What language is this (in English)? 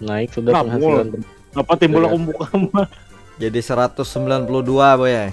Banjar